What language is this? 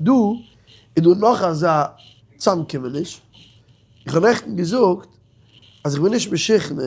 Yiddish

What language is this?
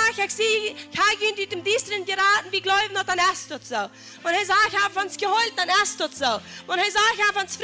Plautdietsch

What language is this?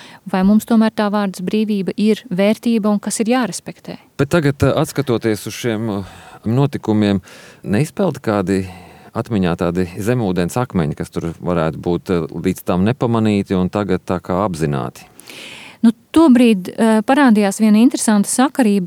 Latvian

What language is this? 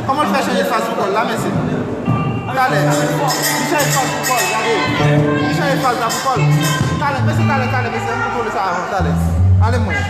Haitian Creole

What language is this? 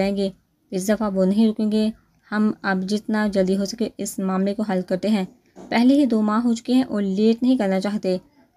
Urdu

